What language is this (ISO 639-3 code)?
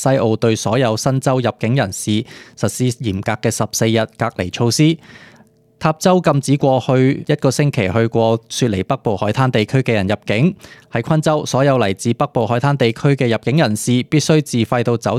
yue